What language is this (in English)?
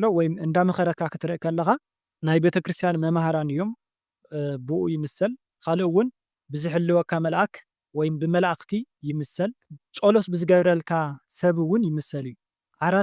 Tigrinya